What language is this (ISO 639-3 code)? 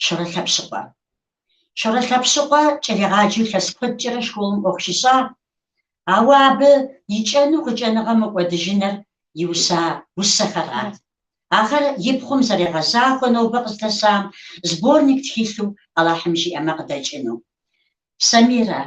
kbd